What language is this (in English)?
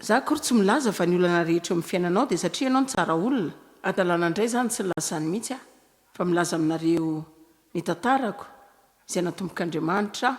Malagasy